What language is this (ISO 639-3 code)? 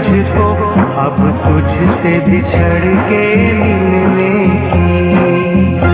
hin